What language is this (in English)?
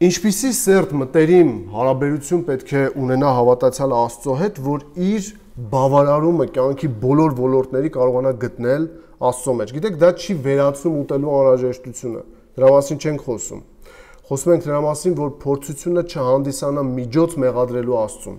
Armenian